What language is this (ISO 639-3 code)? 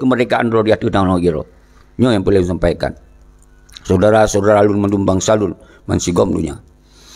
ace